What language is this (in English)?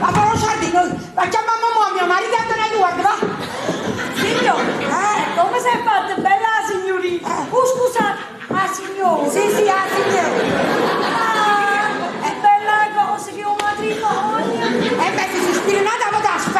Neapolitan